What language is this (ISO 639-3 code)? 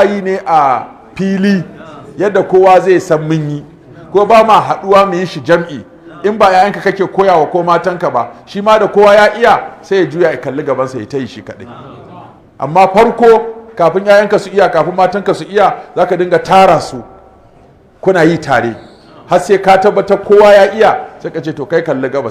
hau